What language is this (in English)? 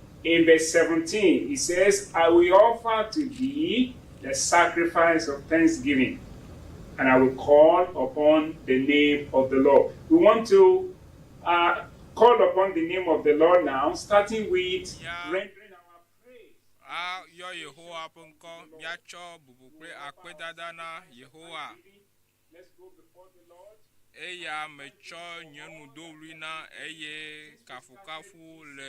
Ewe